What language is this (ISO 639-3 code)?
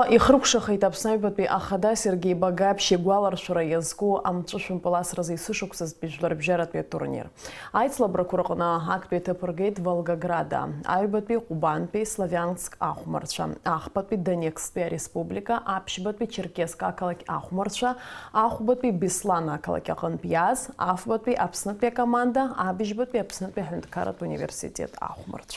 abk